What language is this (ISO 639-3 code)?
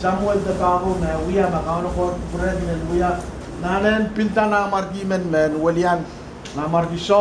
pon